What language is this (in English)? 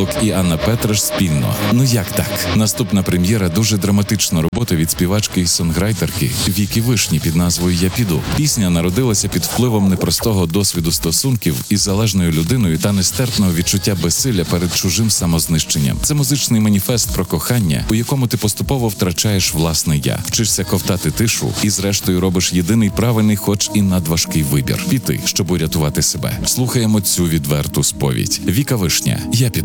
Ukrainian